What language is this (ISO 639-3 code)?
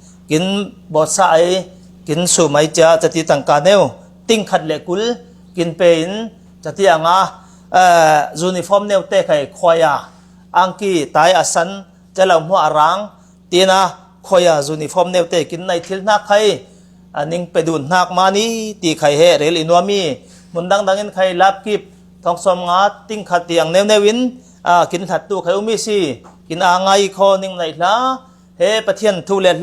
cfm